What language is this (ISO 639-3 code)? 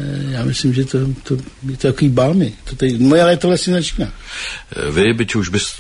ces